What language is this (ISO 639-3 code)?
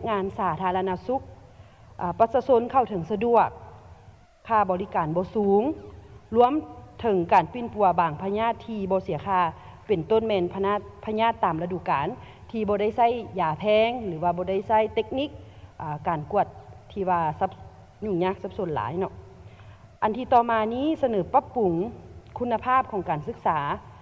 lao